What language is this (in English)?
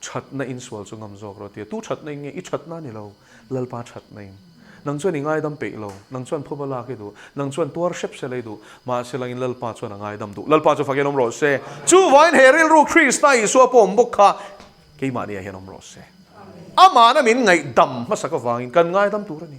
Mizo